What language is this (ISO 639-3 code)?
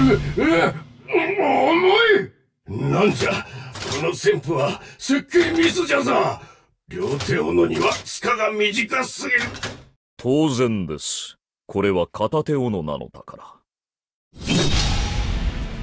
jpn